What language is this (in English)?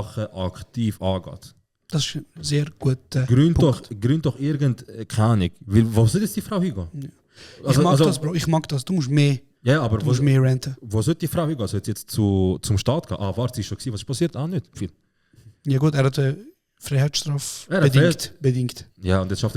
Swiss German